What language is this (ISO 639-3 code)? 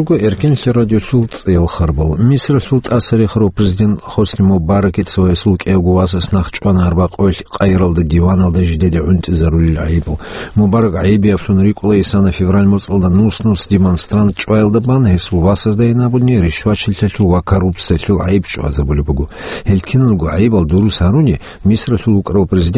ava